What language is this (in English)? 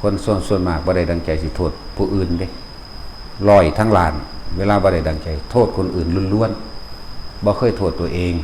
Northeastern Thai